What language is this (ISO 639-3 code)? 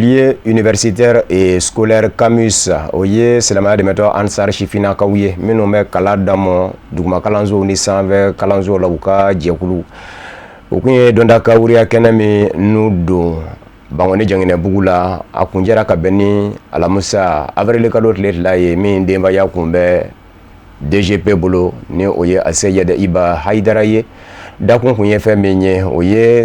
bam